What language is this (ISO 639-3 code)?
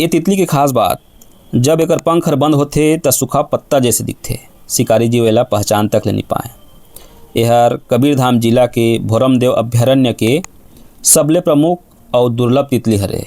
hne